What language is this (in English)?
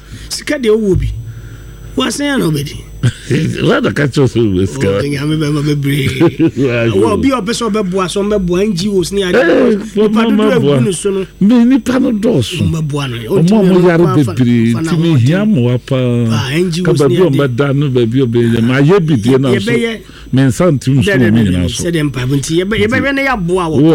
Akan